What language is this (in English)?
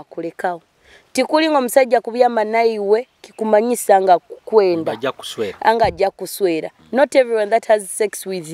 Nyoro